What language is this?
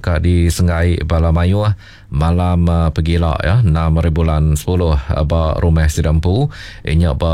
Iban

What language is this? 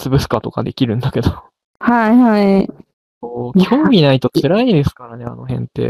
Japanese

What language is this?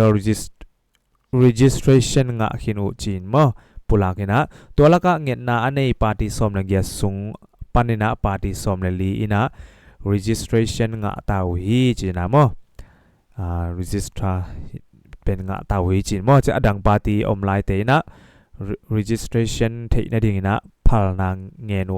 Tedim Chin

